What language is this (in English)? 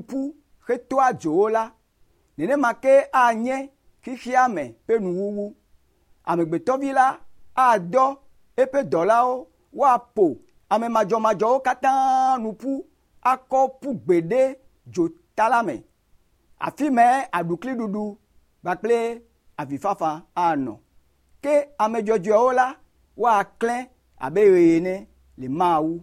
Ewe